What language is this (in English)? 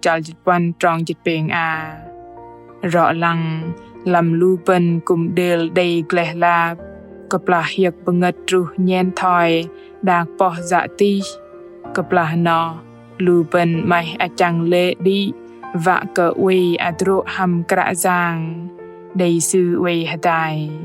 Bahnar